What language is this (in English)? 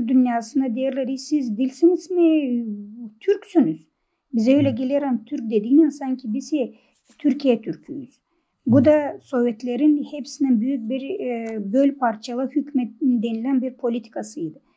Gagauz